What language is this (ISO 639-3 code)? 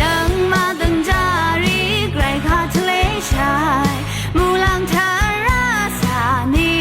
raw